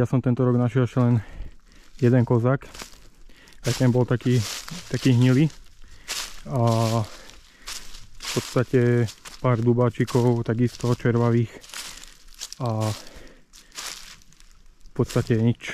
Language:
Slovak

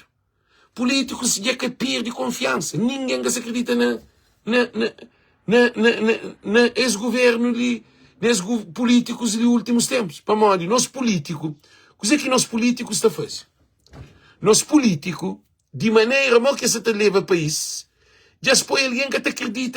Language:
Kabuverdianu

